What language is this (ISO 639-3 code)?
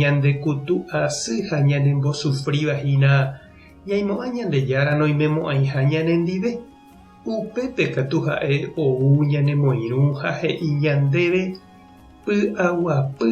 grn